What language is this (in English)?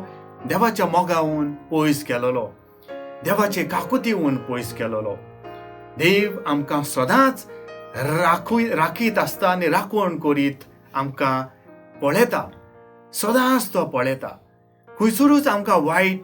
Konkani